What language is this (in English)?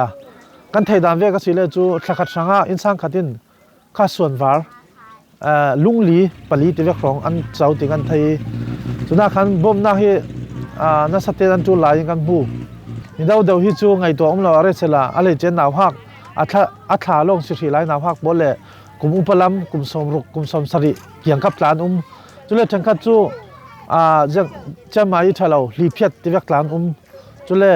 Falam Chin